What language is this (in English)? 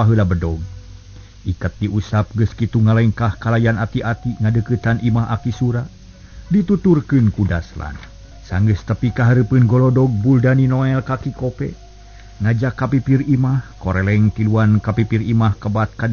Sundanese